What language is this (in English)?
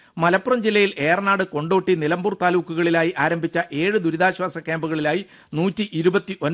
Malayalam